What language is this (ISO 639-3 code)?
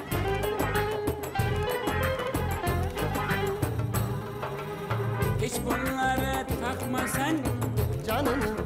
tur